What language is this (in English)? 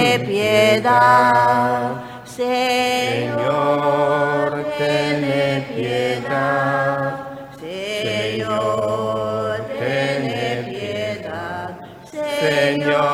Papiamento